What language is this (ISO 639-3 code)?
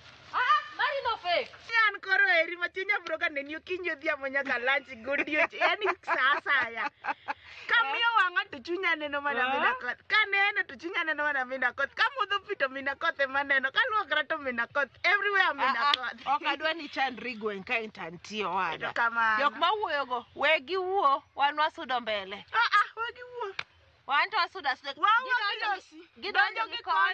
luo